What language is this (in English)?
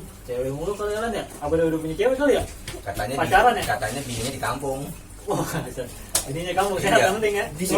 Betawi